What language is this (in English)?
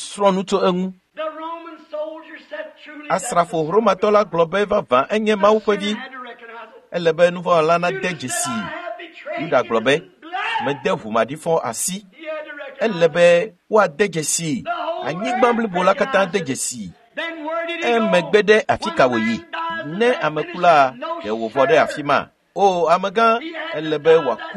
Ewe